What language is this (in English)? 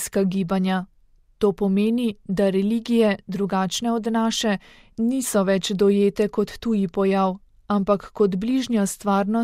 Slovenian